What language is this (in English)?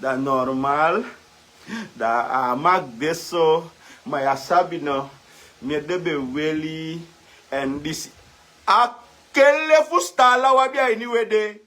Sranan Tongo